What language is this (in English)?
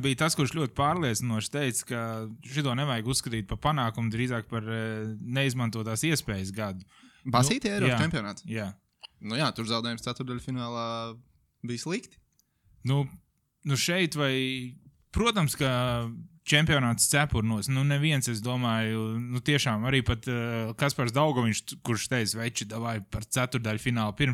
Latvian